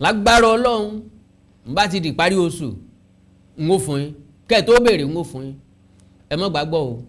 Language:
Yoruba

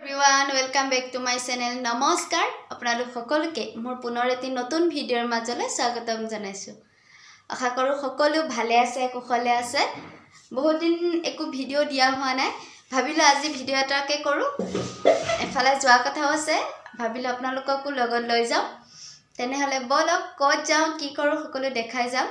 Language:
Assamese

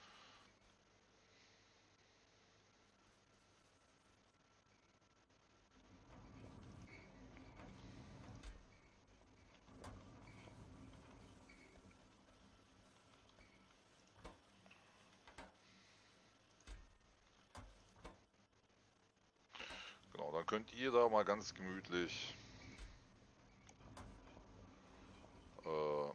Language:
German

